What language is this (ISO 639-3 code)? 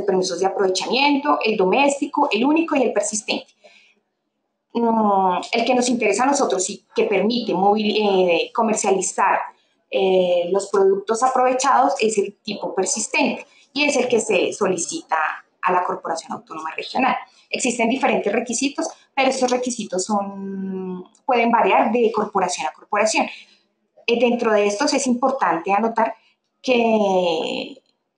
spa